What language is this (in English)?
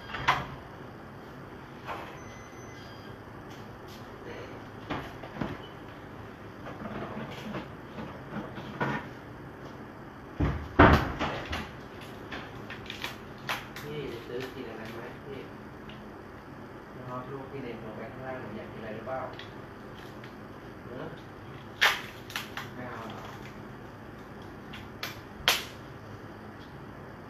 Thai